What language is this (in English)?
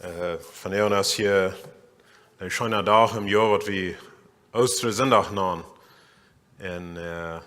Plautdietsch